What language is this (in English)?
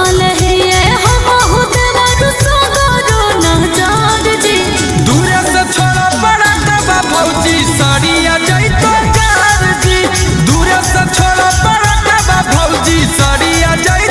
Bhojpuri